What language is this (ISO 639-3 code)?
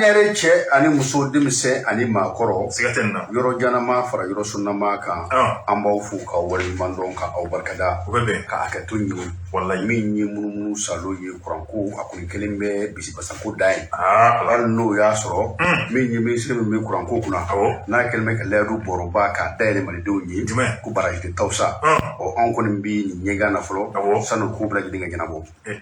bam